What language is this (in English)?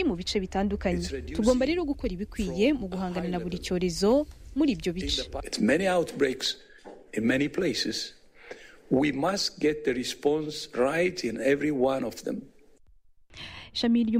Kinyarwanda